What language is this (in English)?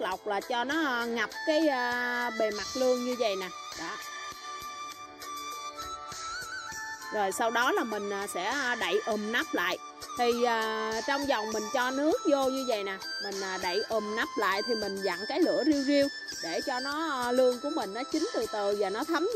Vietnamese